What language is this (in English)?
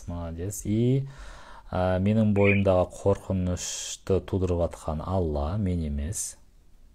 Kazakh